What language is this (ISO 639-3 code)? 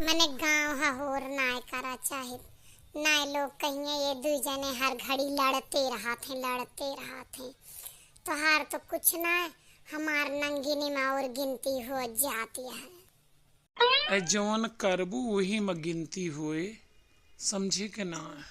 awa